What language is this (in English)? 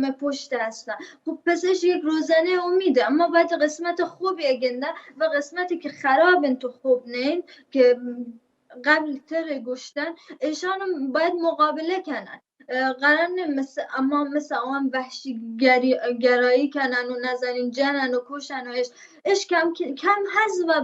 Baluchi